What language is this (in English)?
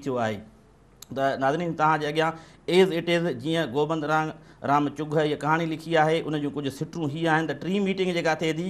Sindhi